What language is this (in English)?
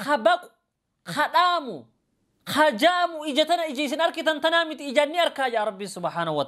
Oromo